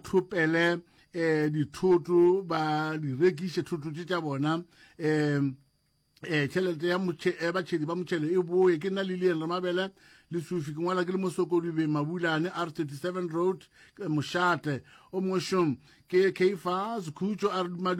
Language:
Northern Sotho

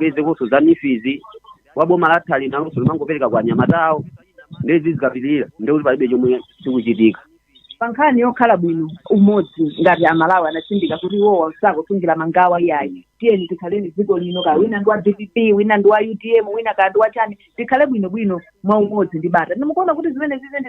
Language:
Nyanja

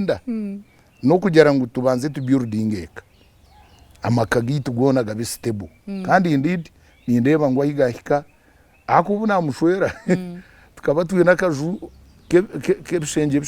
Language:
Nyankole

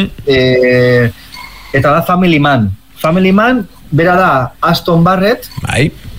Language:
Basque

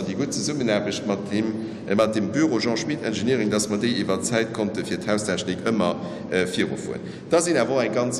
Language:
Luxembourgish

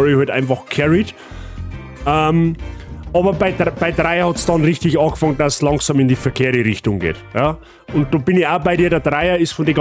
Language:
Bavarian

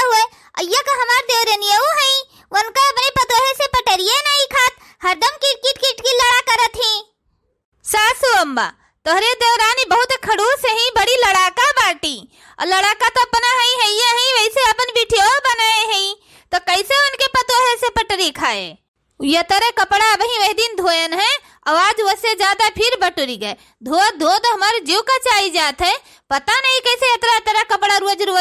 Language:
Awadhi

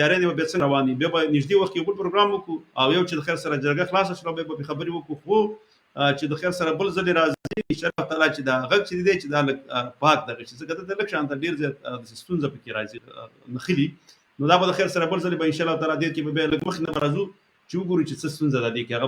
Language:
Pashto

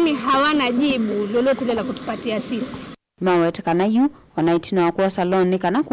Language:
Kamba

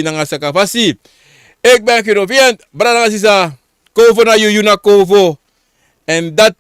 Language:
Sranan Tongo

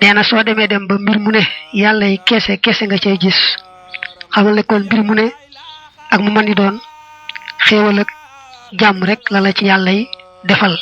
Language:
Wolof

